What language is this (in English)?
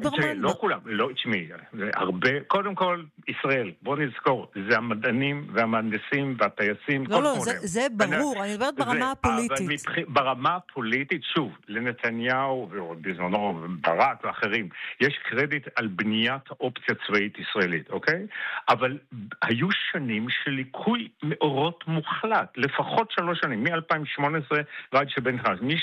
Hebrew